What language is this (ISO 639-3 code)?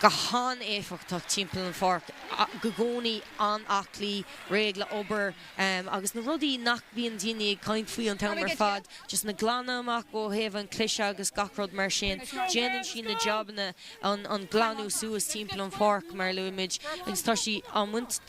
gle